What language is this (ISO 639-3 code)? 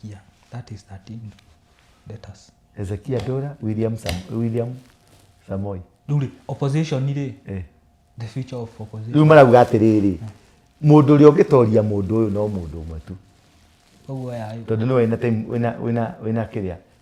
kik